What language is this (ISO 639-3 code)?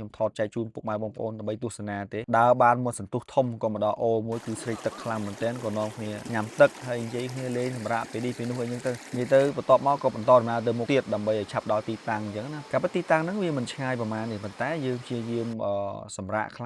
khm